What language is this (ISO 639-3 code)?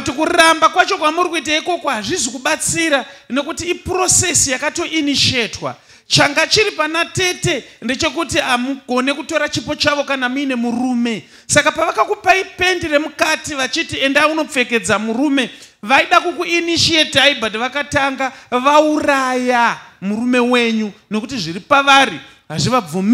sna